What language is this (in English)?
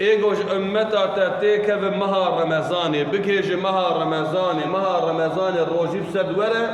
Kurdish